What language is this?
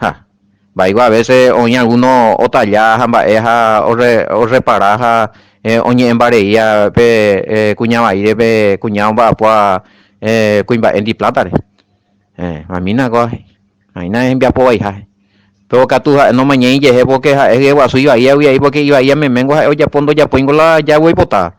Guarani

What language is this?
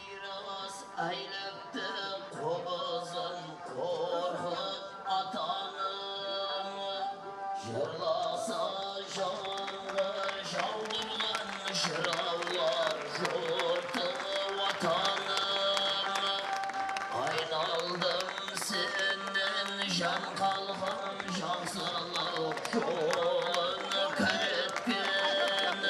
Kara-Kalpak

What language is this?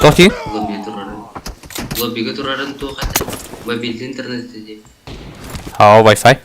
Yakut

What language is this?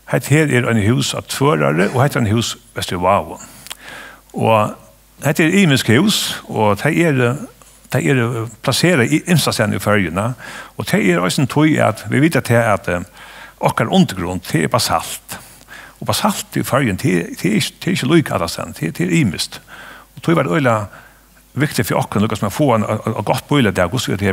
Faroese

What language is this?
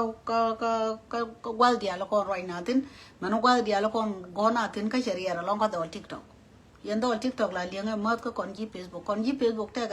Nuer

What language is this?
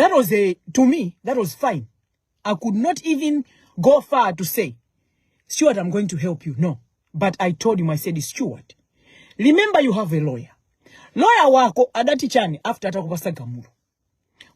Nyanja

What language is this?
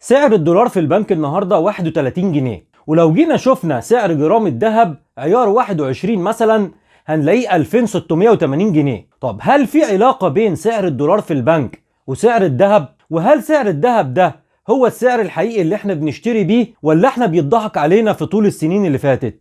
Egyptian Arabic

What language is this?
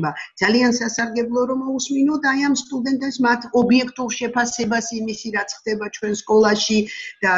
Georgian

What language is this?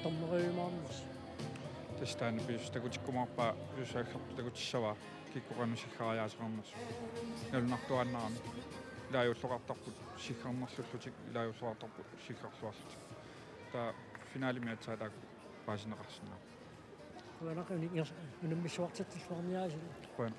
Kalaallisut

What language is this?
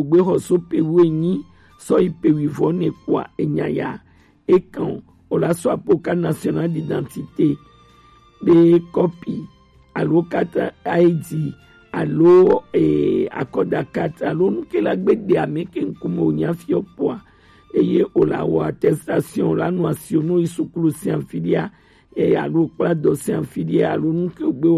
Gen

